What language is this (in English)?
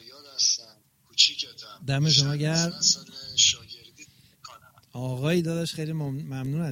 Persian